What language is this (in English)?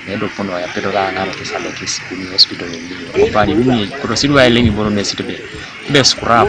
Teso